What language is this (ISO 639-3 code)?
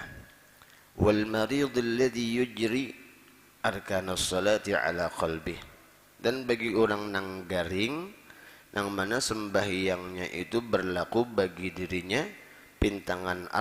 bjn